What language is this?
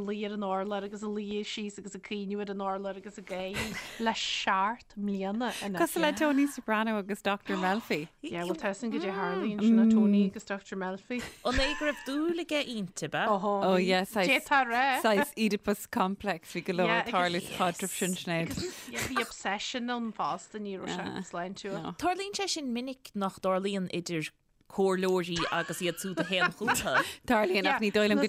Irish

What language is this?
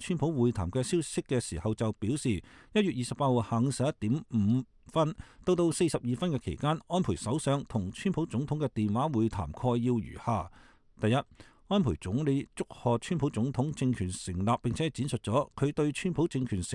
Cantonese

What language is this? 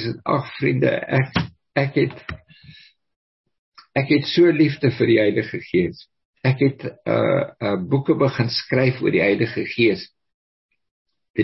Afrikaans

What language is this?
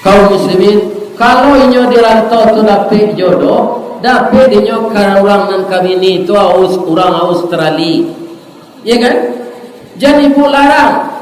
Minangkabau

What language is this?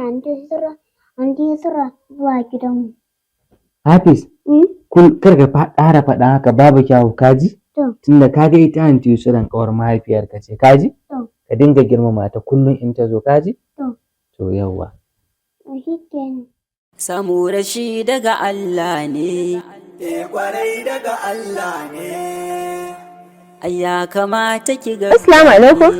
Hausa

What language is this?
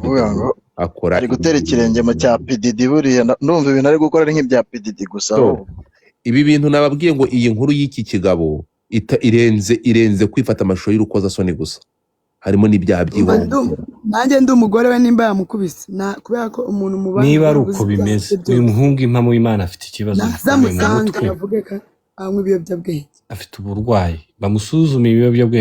Kinyarwanda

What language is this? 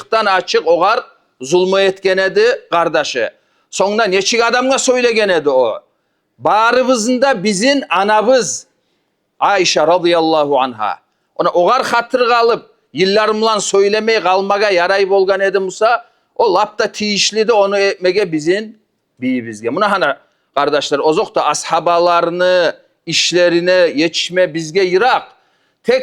Kumyk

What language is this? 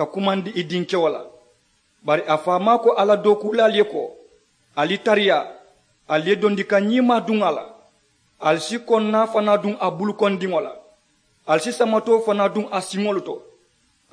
Mandingo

